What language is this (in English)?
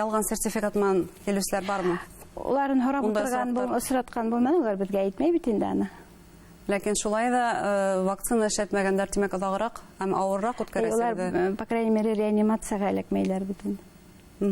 Bashkir